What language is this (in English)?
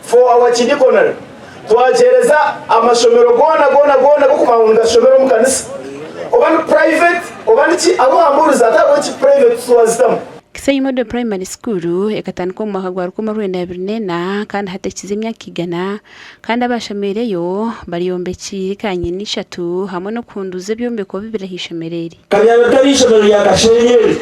Nyankole